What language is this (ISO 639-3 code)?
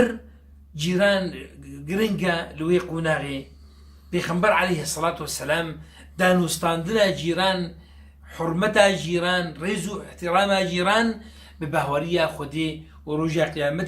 kur